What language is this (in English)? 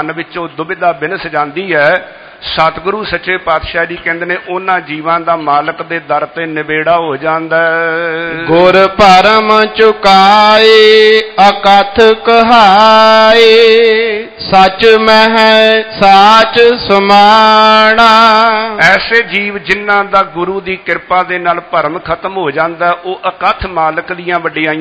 Punjabi